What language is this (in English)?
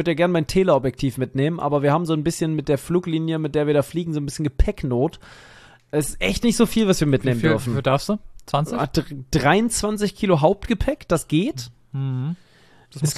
German